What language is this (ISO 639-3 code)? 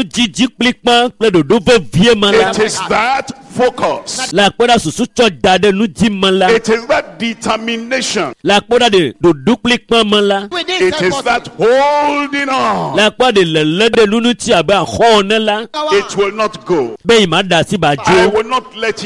ewe